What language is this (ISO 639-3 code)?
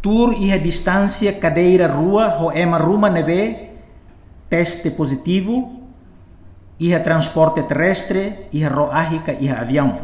tet